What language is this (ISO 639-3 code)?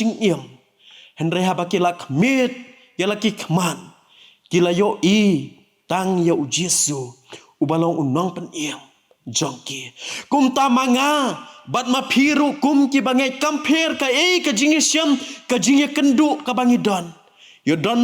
kha